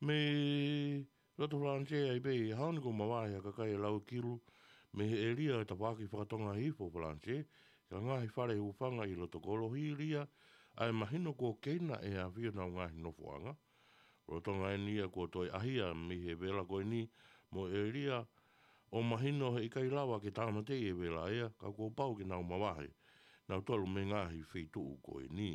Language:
Tongan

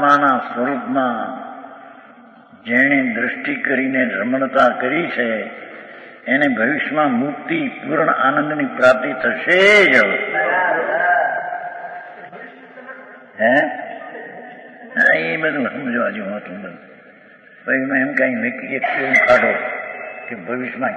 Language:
Gujarati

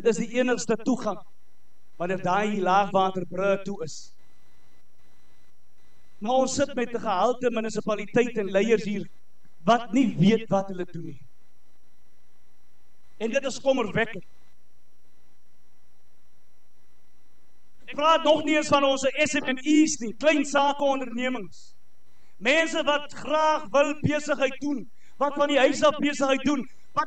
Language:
Afrikaans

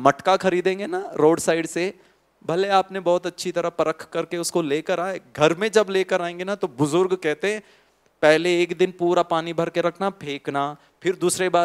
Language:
Hindi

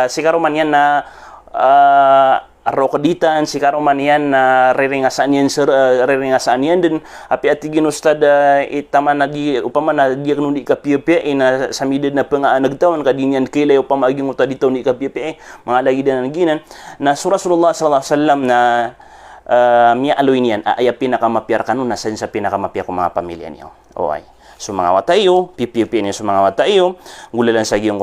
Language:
Maranao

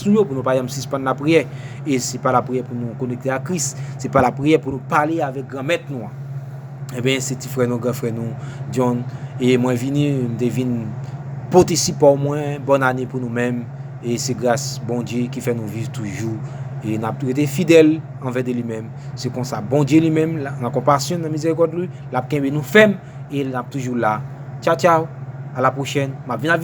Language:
Haitian Creole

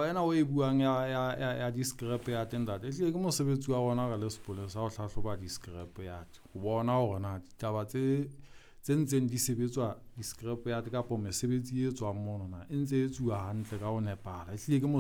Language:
Southern Sotho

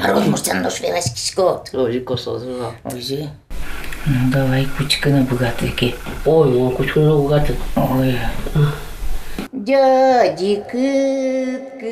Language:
Udmurt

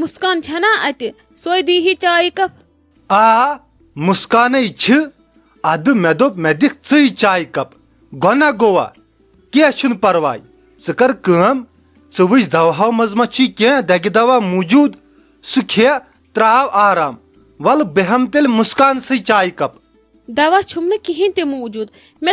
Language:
Kashmiri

